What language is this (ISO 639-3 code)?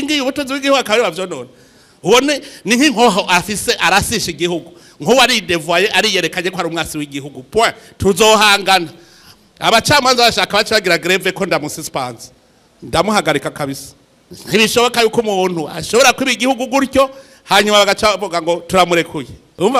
run